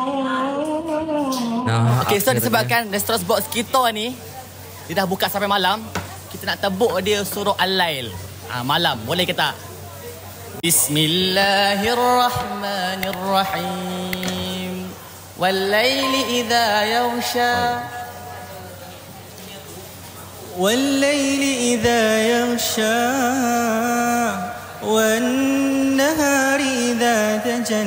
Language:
Malay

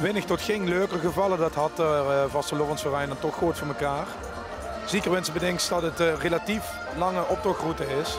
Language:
Limburgish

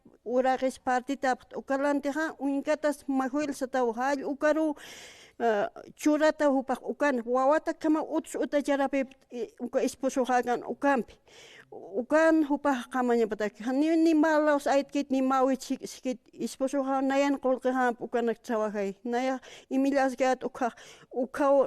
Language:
Aymara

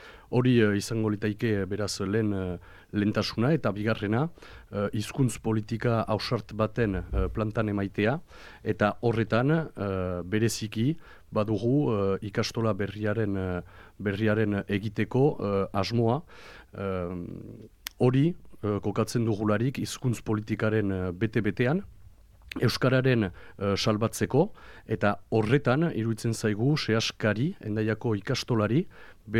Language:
Basque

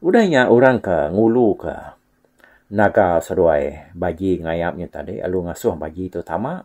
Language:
Iban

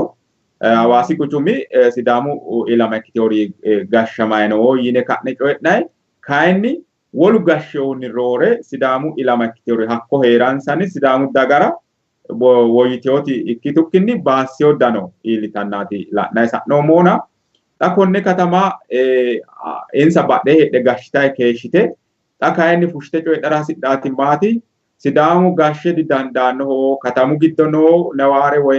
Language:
Sidamo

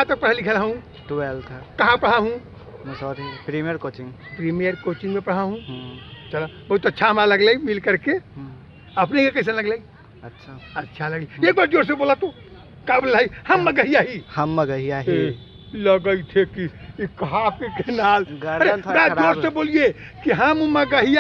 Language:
Magahi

